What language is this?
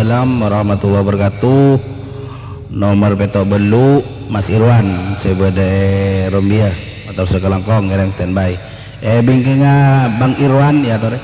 Madurese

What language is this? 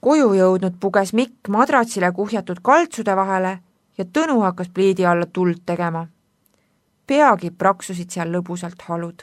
Estonian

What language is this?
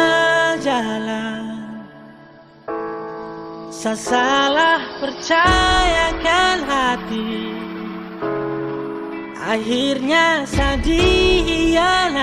Indonesian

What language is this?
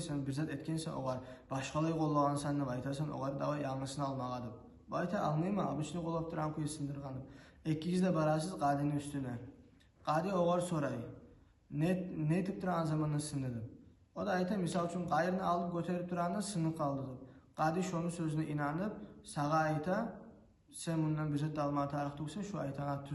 Kumyk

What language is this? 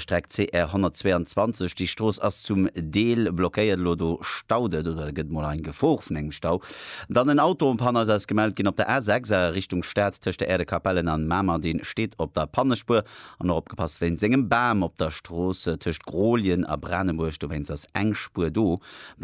Luxembourgish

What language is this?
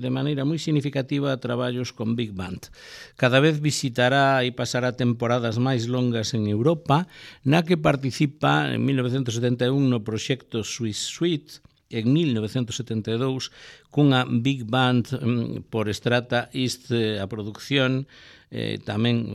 Galician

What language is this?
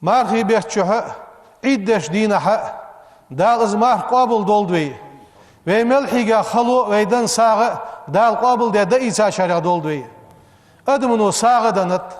Ingush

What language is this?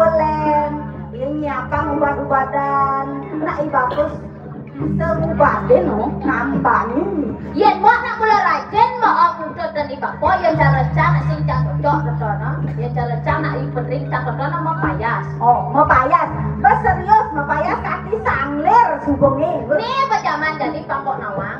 Balinese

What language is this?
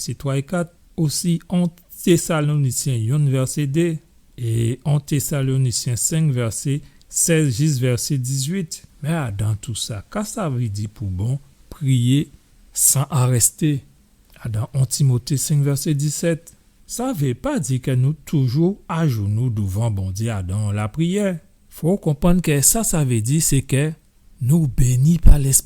Guadeloupean Creole French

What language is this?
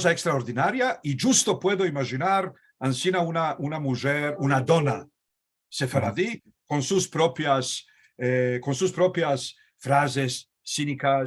Ladino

